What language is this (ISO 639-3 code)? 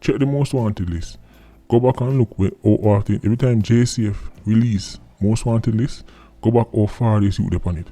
jam